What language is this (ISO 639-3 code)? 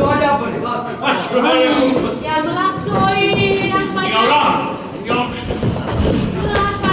nap